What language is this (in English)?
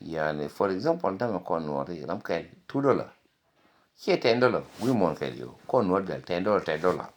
Nuer